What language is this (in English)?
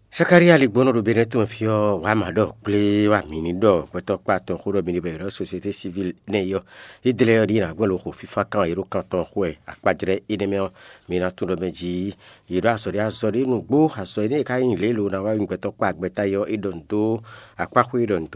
Fon